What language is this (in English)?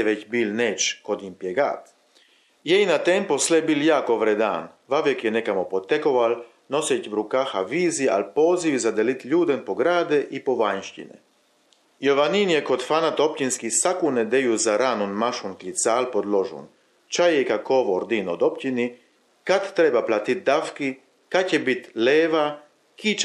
Chakavian